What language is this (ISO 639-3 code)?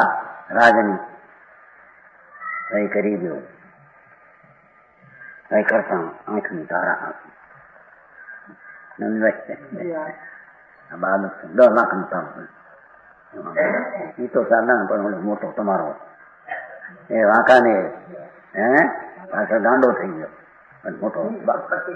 guj